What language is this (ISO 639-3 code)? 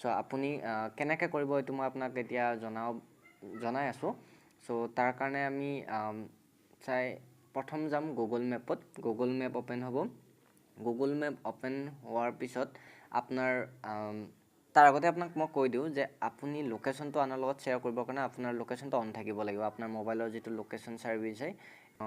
asm